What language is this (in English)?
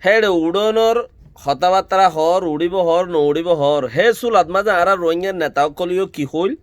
Rohingya